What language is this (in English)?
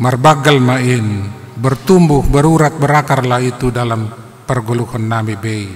Batak Simalungun